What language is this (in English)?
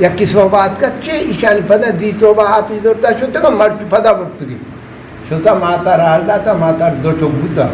Eastern Balochi